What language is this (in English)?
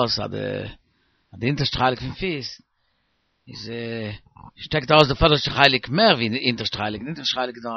Yiddish